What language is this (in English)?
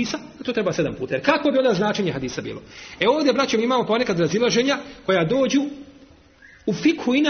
Bosnian